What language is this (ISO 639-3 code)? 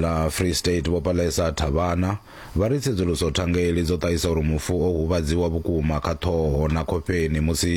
ven